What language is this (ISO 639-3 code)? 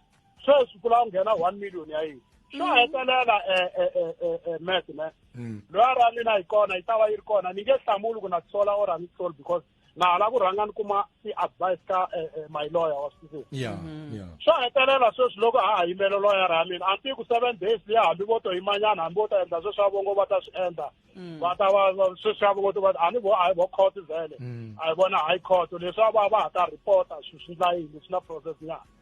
tso